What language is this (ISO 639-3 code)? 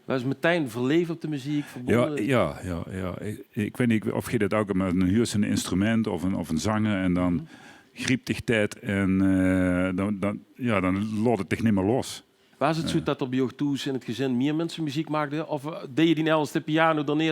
lim